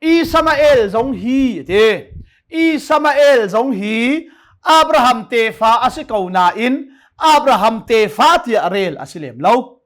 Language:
Hakha Chin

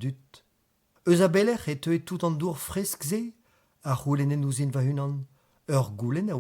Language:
Breton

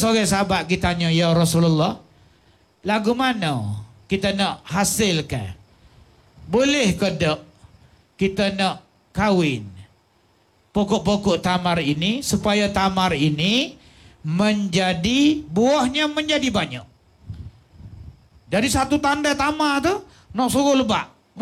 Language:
Malay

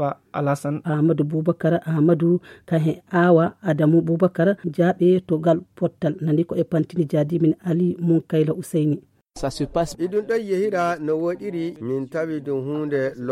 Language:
Fula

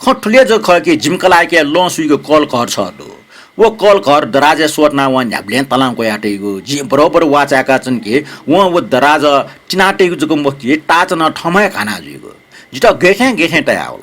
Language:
Newari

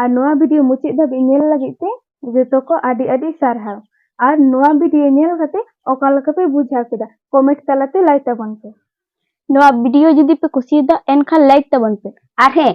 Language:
Santali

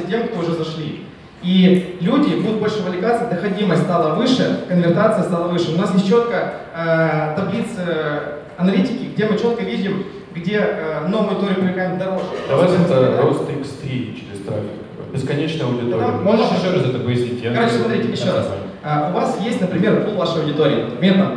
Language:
Russian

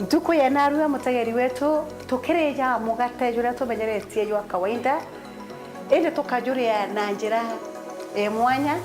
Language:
Meru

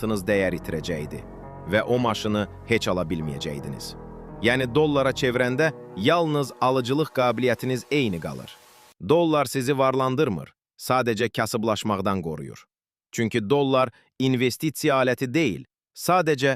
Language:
Azerbaijani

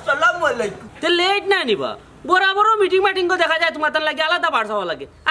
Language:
Sylheti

